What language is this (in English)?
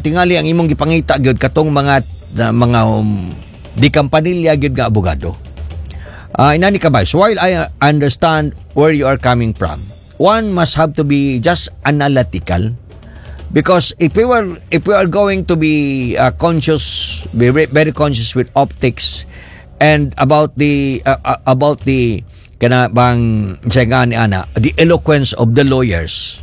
Cebuano